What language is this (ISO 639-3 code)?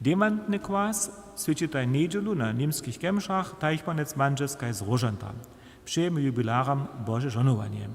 hsb